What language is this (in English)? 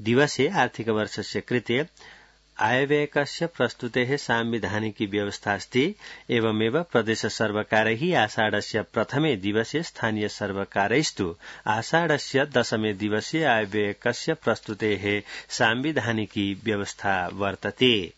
Sanskrit